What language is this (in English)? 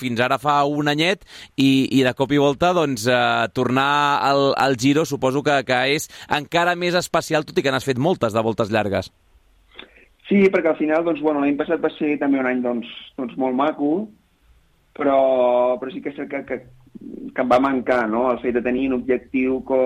Catalan